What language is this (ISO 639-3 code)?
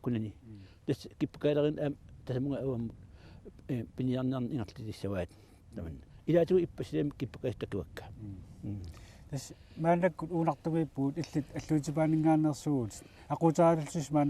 kal